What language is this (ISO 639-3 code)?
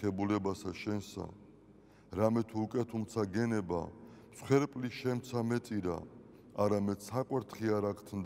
kat